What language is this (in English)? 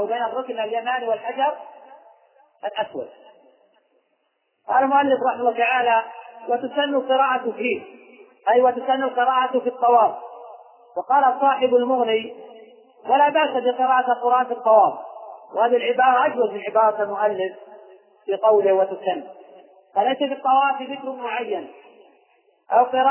Arabic